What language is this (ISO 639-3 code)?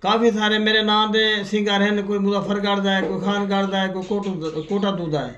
skr